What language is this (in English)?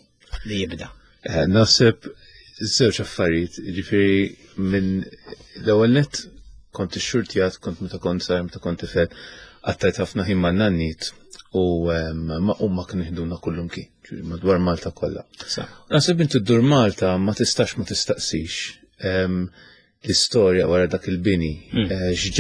Maltese